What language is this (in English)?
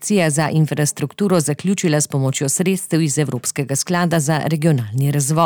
Slovenian